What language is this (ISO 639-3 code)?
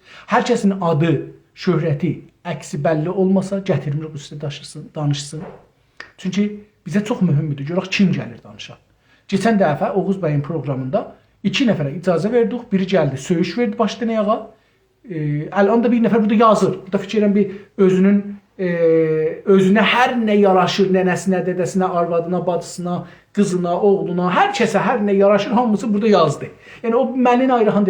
azb